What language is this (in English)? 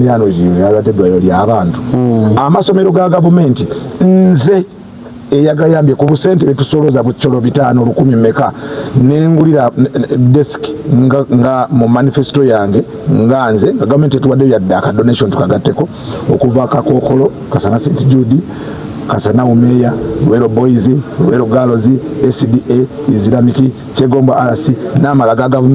Ganda